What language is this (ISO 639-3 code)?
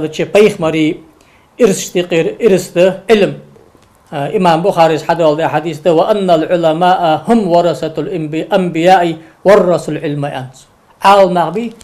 inh